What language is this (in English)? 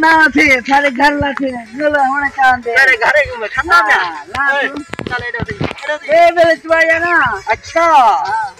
Saraiki